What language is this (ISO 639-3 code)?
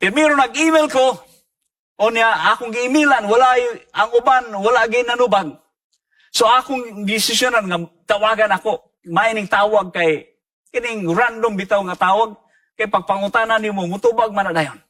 ceb